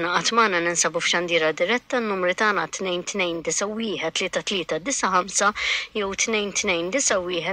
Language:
Maltese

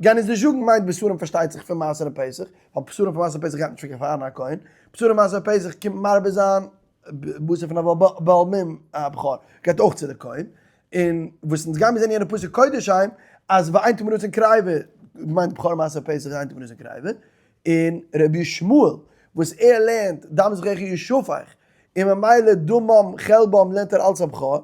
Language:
Yiddish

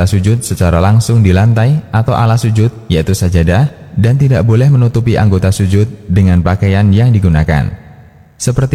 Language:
Indonesian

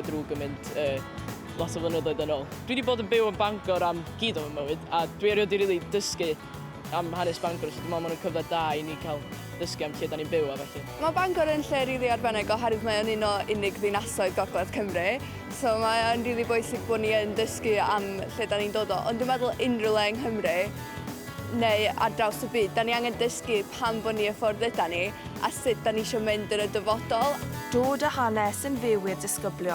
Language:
Welsh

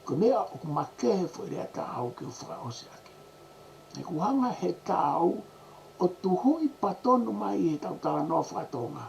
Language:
Tongan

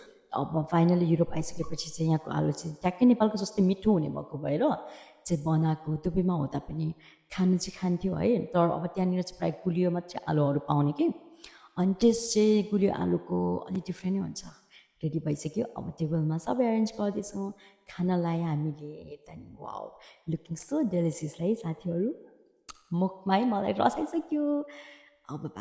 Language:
Nepali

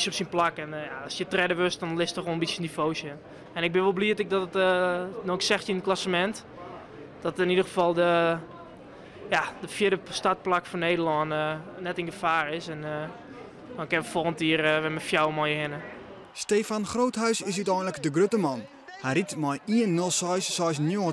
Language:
Western Frisian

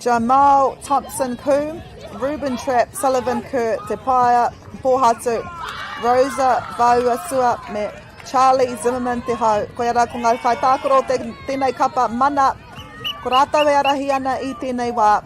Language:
Māori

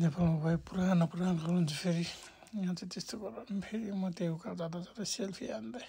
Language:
Nepali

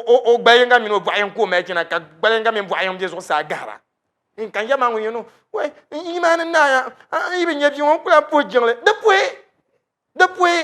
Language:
Dagbani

